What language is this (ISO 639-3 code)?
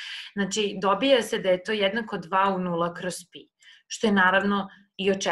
srp